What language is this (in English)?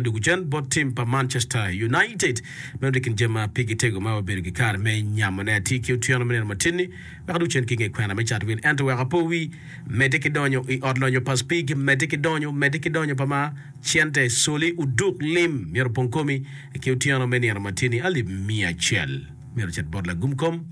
Acoli